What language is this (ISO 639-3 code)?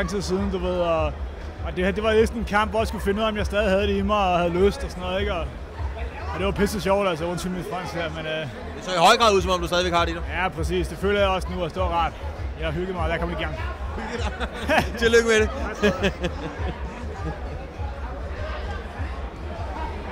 dan